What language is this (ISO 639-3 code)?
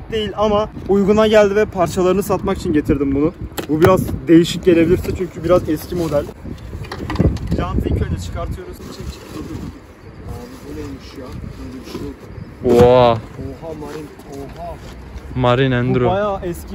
tur